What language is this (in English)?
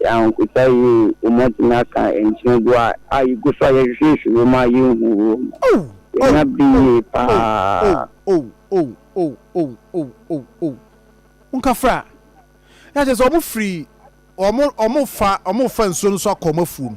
Akan